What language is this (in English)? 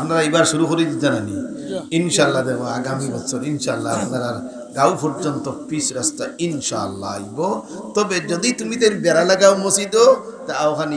Sylheti